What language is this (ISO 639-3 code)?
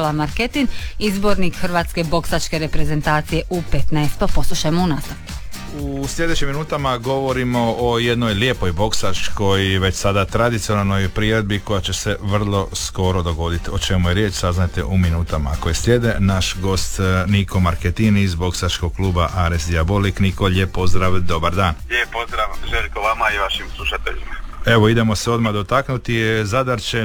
hrv